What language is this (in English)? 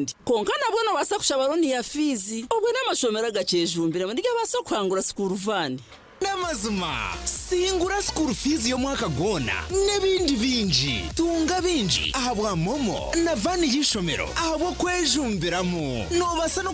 Nyankole